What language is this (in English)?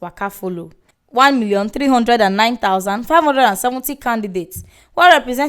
Nigerian Pidgin